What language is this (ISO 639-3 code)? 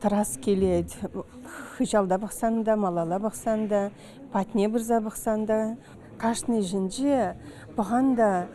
chv